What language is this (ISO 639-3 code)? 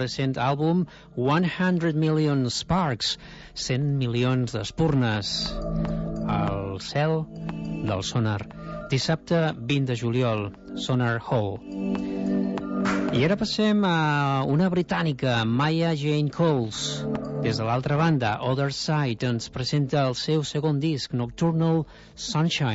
cat